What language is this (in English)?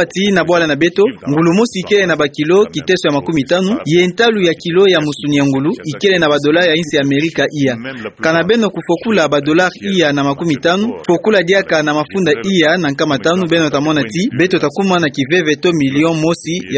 Kituba (Democratic Republic of Congo)